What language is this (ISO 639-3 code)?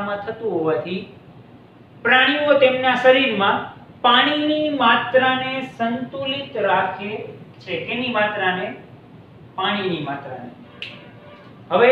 guj